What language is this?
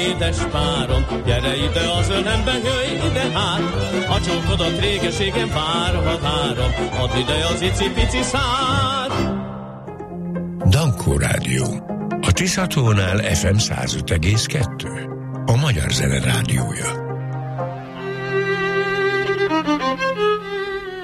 Hungarian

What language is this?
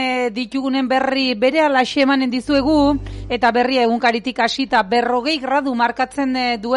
Basque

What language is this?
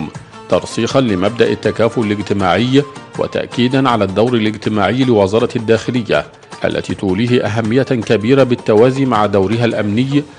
Arabic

